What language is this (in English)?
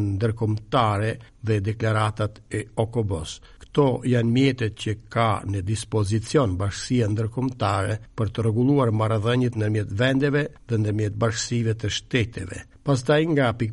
Albanian